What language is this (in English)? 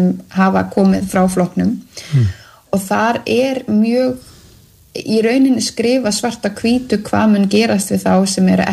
Icelandic